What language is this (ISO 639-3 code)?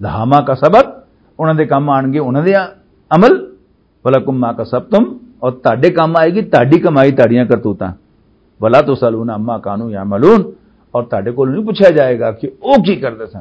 lah